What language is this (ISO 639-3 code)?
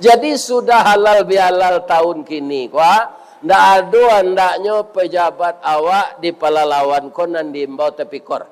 min